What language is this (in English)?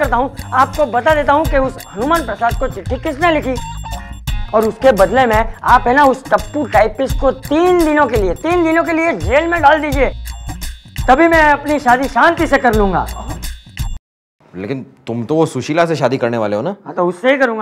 Hindi